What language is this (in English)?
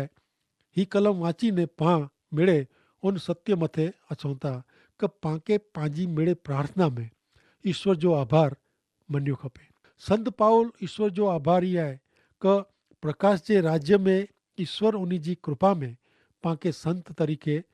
Kachhi